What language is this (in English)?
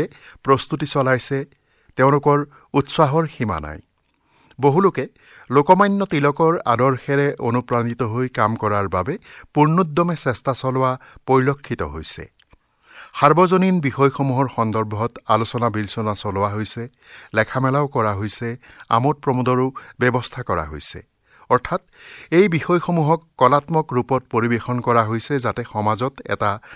Assamese